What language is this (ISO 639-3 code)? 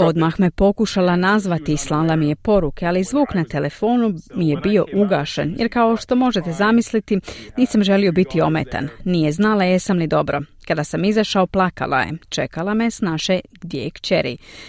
hrv